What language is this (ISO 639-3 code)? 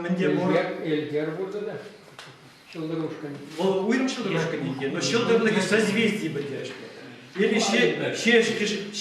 chv